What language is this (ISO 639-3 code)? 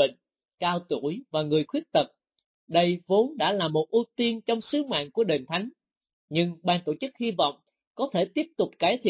vie